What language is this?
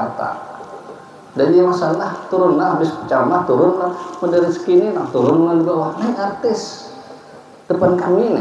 Banjar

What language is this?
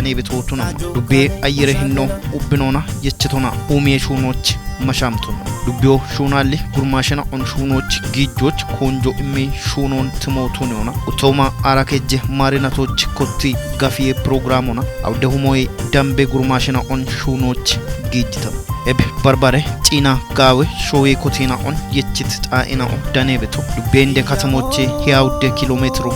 Kafa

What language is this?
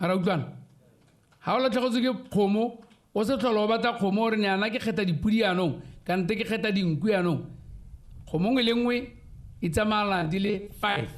Tswana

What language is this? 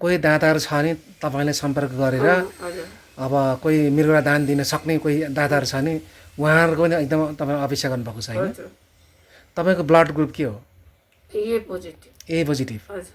Nepali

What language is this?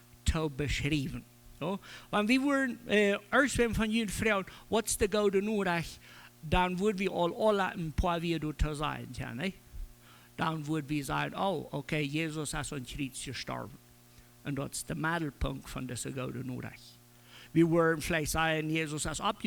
Plautdietsch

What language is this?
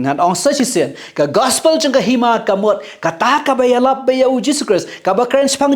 Khasi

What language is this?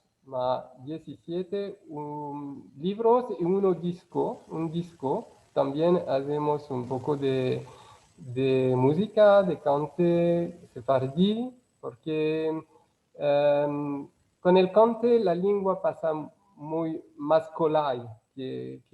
Ladino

